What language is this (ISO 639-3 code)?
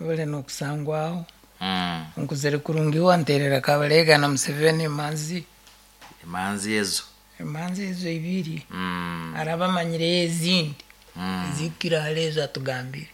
nyn